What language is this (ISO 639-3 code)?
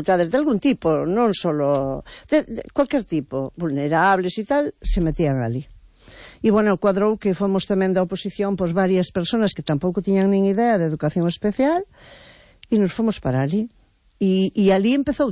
glg